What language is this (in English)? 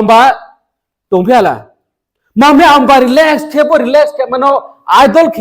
Riang (India)